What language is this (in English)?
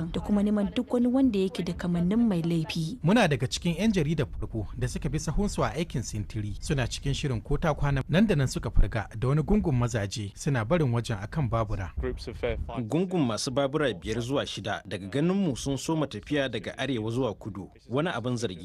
Hausa